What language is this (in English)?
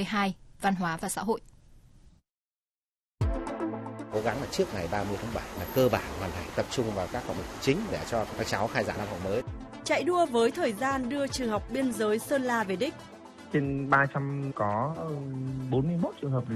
Vietnamese